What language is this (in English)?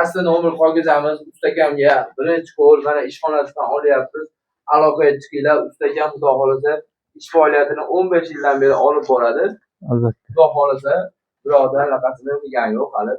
Uzbek